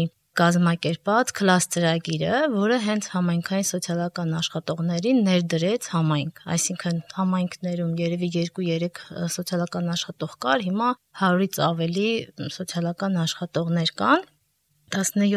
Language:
Armenian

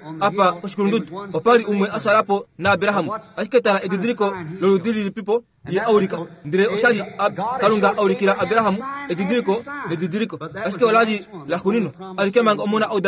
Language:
Kuanyama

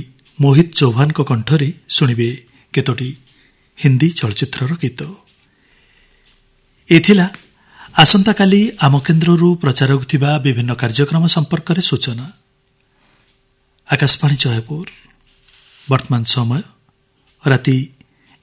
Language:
Odia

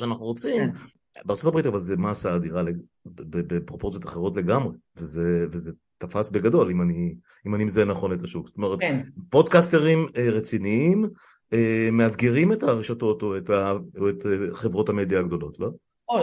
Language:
Hebrew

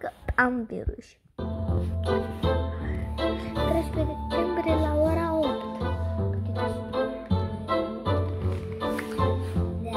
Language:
Romanian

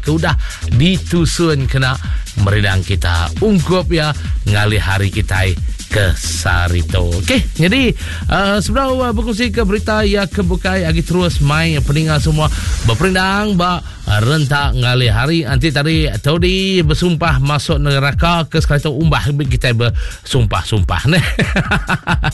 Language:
Iban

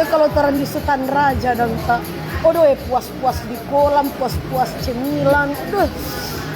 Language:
Manado Malay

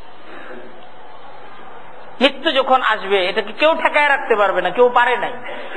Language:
Bangla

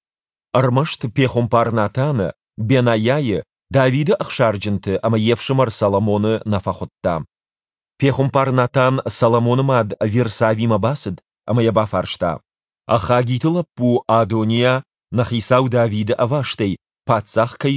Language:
Ossetic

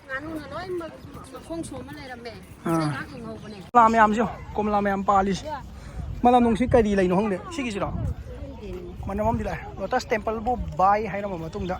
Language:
Manipuri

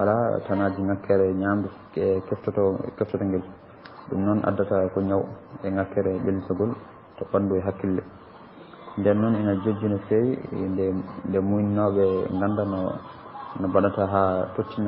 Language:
Fula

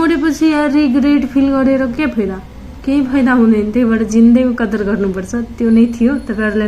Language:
Nepali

